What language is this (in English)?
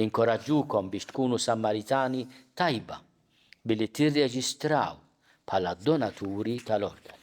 Maltese